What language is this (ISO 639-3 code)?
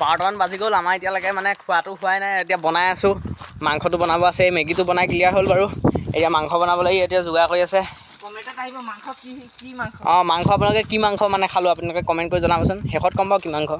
asm